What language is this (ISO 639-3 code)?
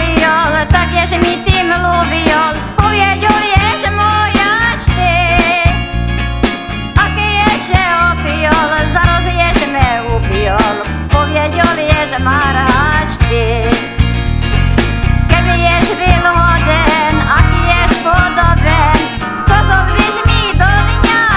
slk